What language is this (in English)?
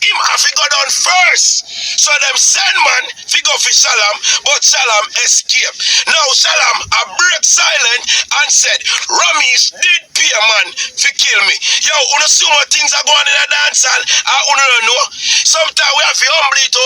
Jamaican Creole English